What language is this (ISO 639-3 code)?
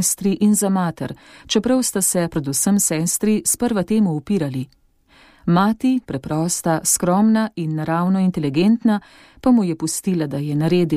slv